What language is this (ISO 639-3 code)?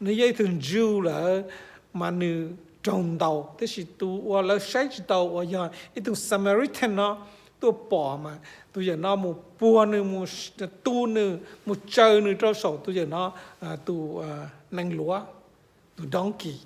hmn